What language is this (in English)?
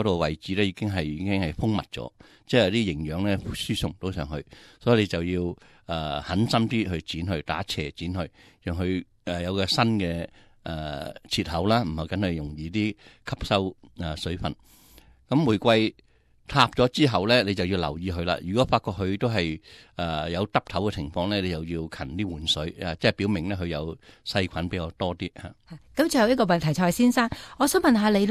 Cantonese